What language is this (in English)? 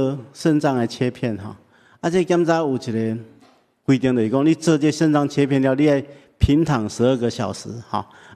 Min Nan Chinese